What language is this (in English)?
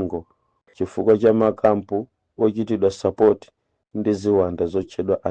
Nyanja